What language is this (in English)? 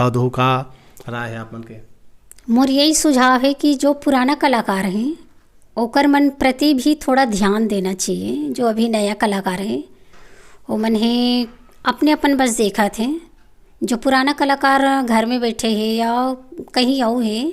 Chhattisgarhi